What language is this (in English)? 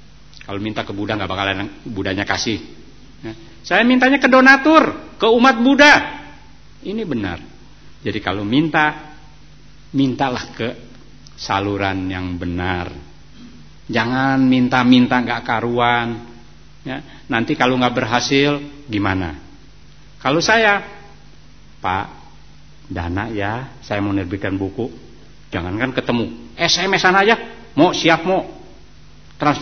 Indonesian